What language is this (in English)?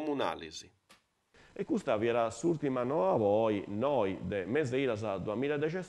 Sardinian